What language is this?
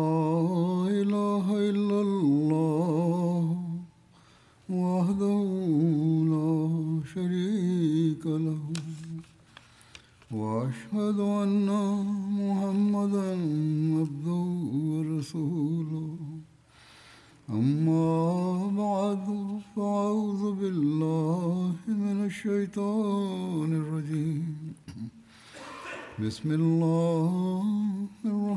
Malayalam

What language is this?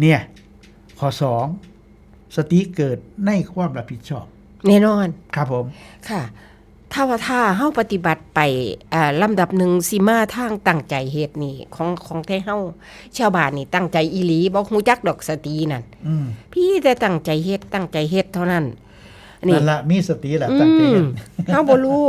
Northeastern Thai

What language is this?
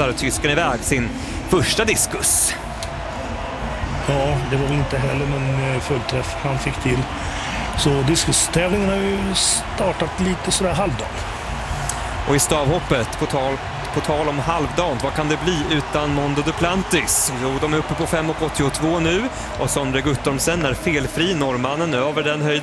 Swedish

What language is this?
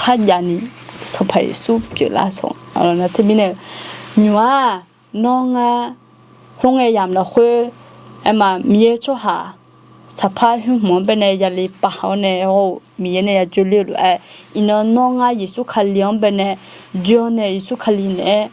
Akha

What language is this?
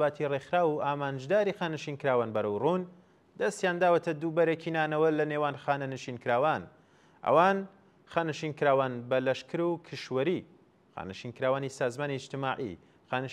Central Kurdish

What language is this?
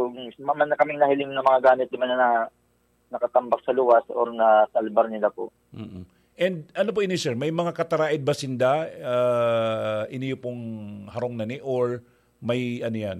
Bikol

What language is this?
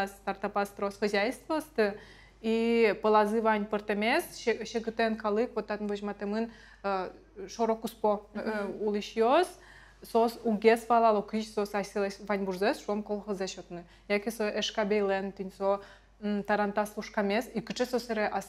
Udmurt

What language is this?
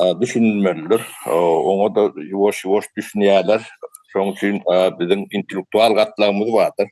Turkmen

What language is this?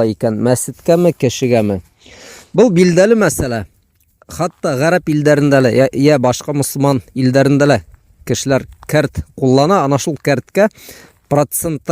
Bashkir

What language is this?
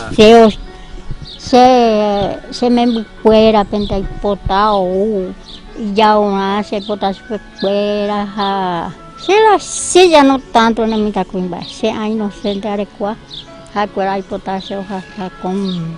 Guarani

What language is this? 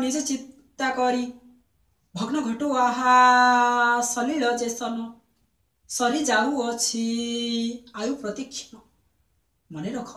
Odia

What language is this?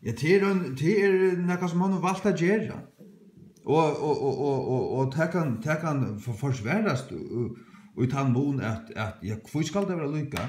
Faroese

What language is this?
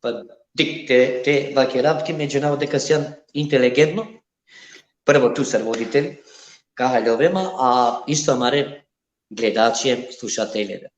Balkan Romani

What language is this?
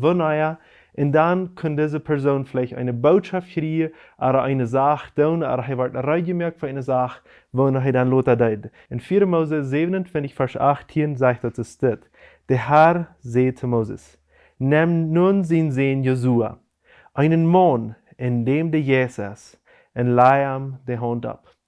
Plautdietsch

